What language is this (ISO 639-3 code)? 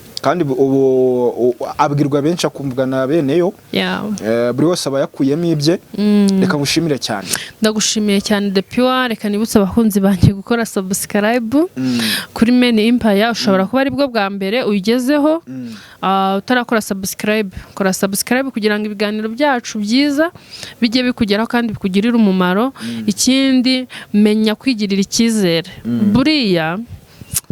kin